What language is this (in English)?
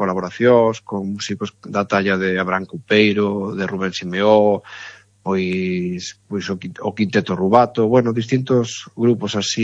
Galician